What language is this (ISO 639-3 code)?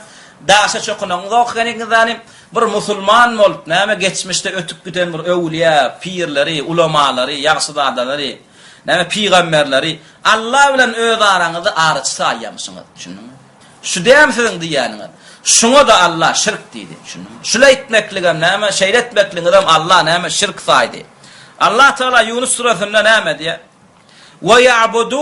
tuk